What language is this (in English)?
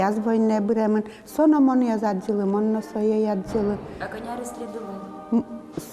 Udmurt